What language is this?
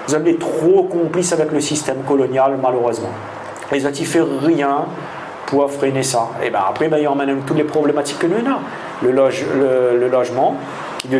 Réunion Creole French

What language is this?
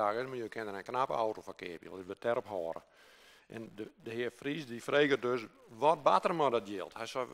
Western Frisian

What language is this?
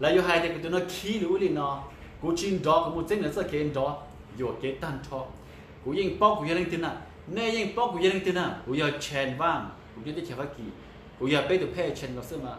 Hmong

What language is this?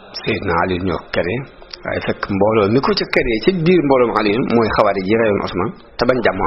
Wolof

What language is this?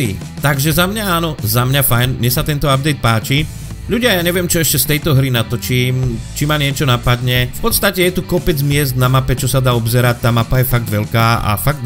Slovak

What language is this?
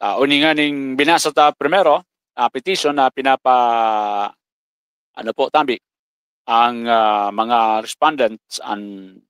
Bikol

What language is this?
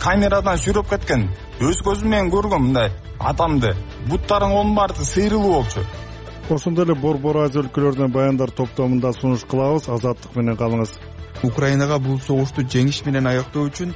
Kyrgyz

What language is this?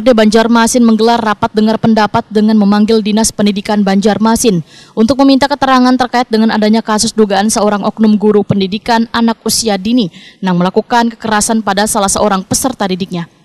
Banjar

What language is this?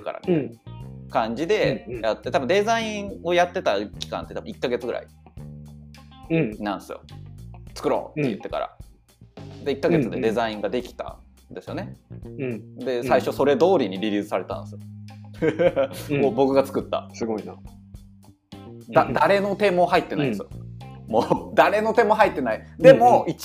Japanese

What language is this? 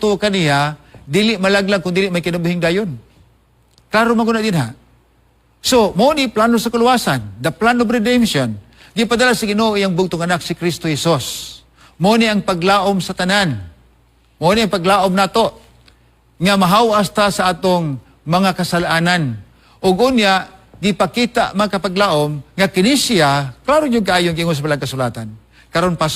Cebuano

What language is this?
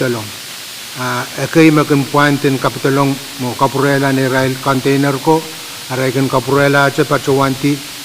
Pohnpeian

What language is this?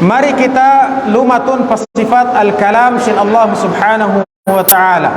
Tausug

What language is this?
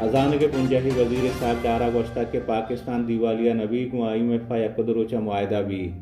Baluchi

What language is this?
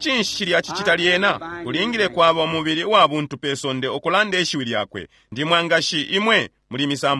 Bemba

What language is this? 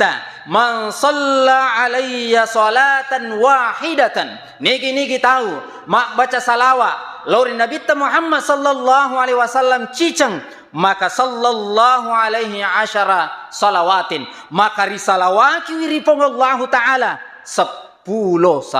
Buginese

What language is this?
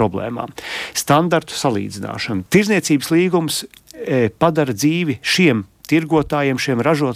Latvian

